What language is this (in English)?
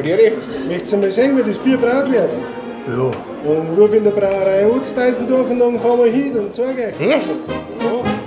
Bavarian